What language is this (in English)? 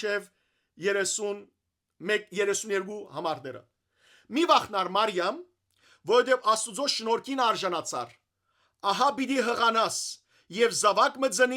Western Armenian